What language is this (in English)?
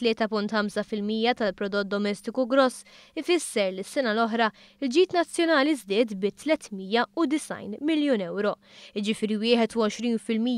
Maltese